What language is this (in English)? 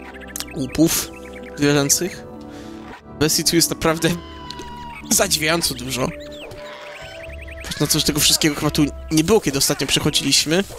Polish